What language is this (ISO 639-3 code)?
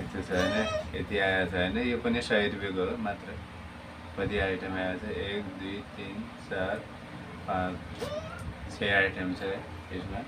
nep